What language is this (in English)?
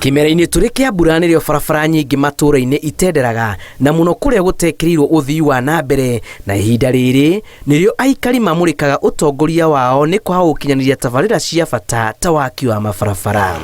Kikuyu